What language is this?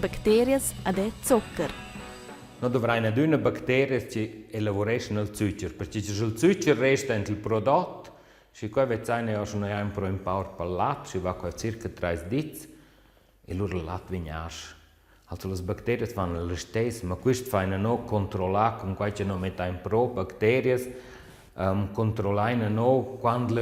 Romansh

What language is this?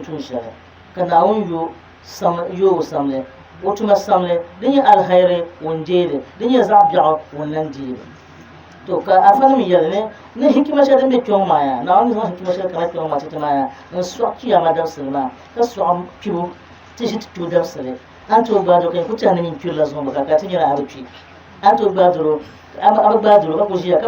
Dagbani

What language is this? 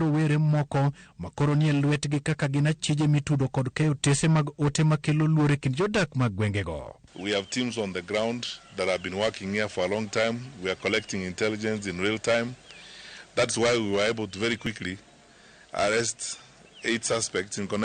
Luo (Kenya and Tanzania)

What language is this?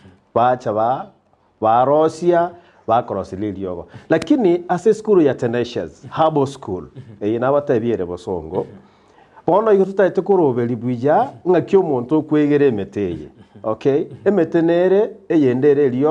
Gusii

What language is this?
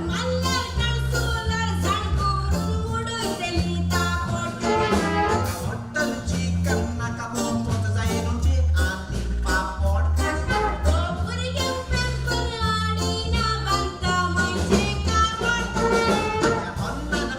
Konkani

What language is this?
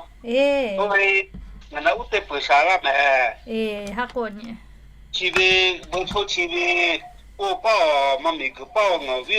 Lahu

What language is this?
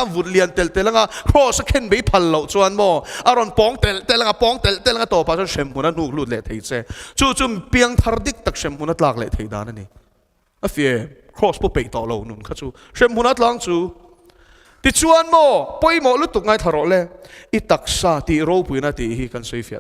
Mizo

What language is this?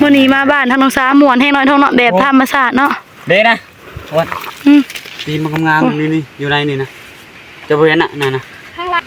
Northeastern Thai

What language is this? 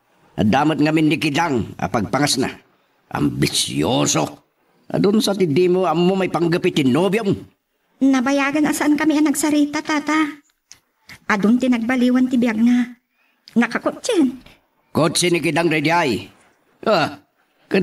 Iloko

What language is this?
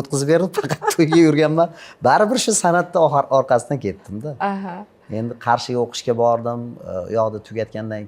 Uzbek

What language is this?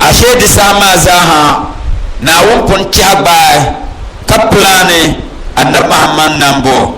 Dagbani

